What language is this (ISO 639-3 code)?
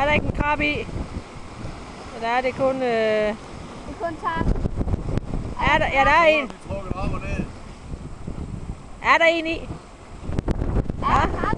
dan